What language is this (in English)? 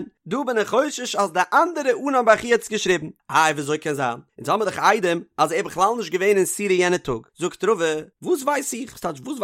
Yiddish